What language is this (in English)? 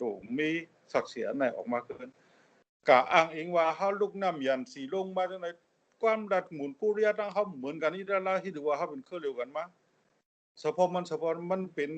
Shan